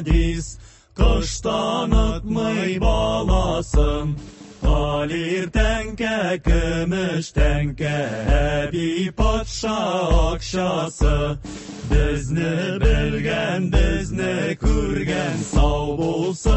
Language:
Tatar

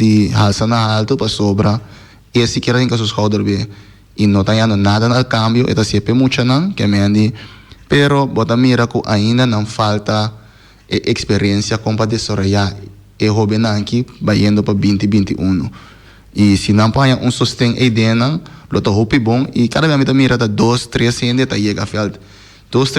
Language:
Papiamento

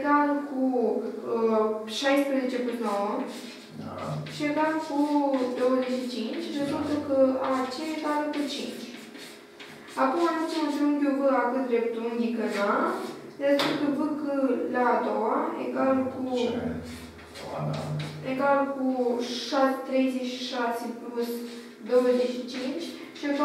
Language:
Romanian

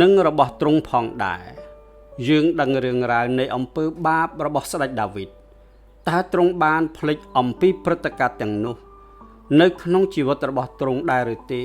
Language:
Khmer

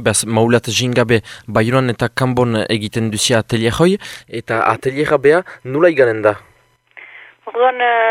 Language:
Basque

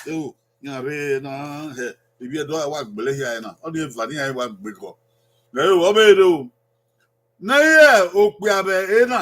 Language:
Bini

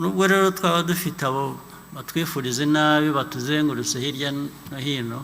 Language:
Kinyarwanda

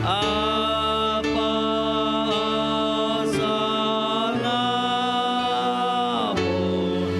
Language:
Batak Simalungun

